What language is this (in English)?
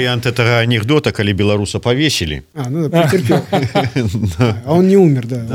Belarusian